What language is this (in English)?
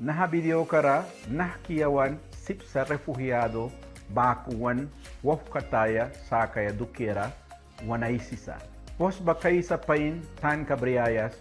Mískito